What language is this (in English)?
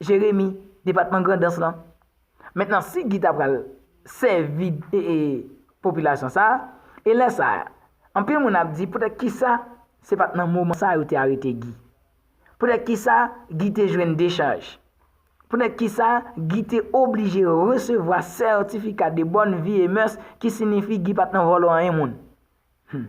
Haitian Creole